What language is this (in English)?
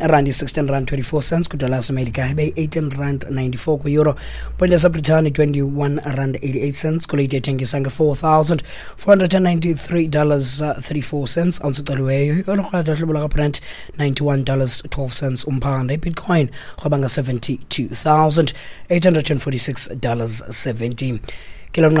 Xhosa